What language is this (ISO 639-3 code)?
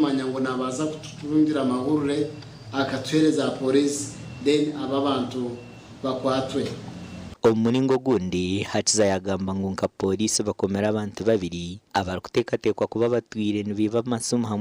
nyn